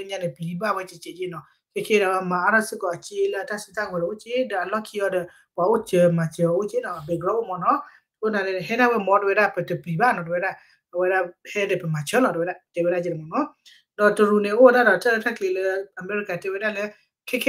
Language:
S'gaw Karen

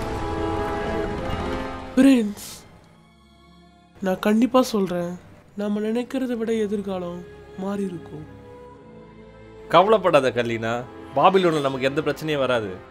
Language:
Tamil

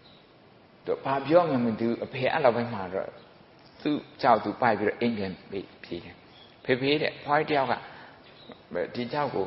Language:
Burmese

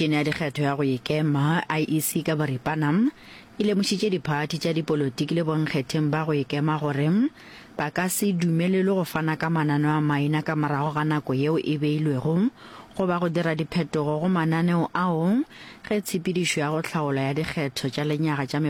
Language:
Northern Sotho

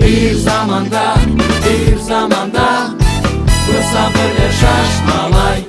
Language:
Crimean Tatar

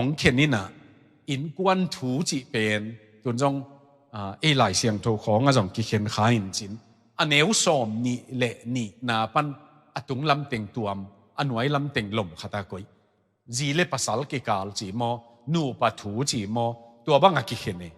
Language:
Tedim Chin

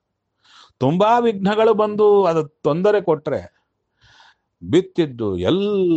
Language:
Kannada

